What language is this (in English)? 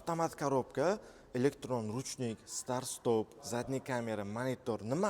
Uzbek